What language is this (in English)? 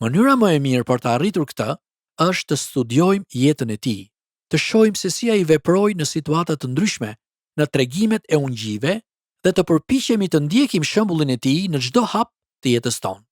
Albanian